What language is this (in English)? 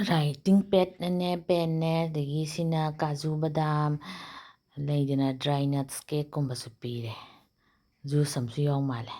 Manipuri